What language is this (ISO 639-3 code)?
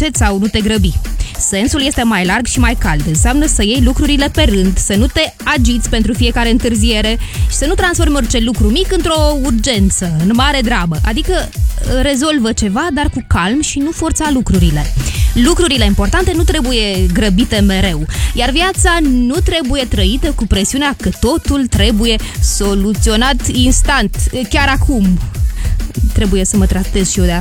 ron